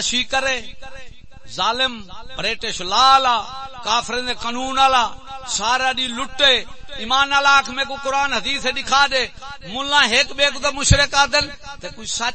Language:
Saraiki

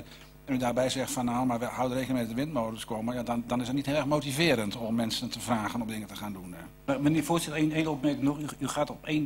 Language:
Dutch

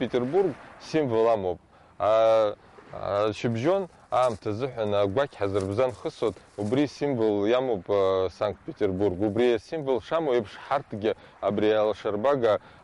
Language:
Abkhazian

